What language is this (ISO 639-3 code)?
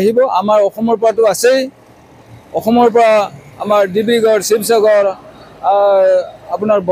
asm